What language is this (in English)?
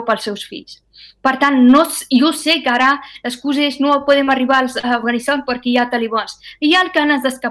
Catalan